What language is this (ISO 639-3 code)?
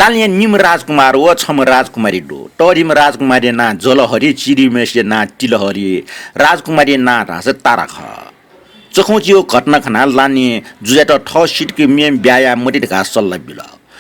new